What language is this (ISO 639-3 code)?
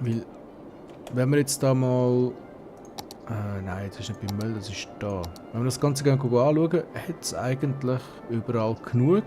gsw